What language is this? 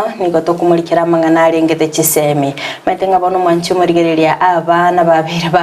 Gusii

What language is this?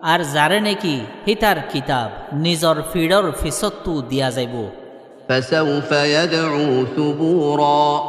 Rohingya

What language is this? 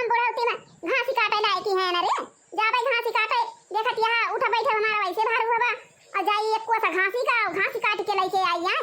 Awadhi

